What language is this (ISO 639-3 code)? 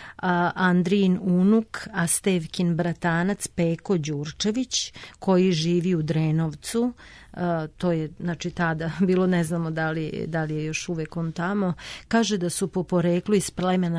srp